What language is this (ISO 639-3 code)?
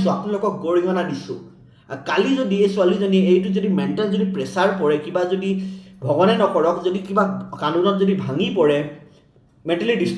asm